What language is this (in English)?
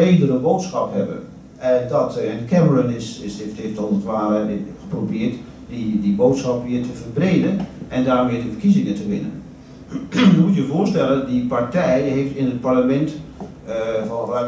Dutch